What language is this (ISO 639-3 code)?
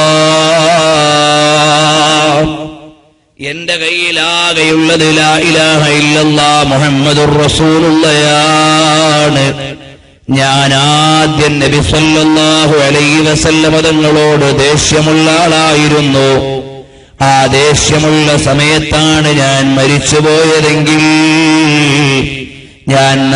mal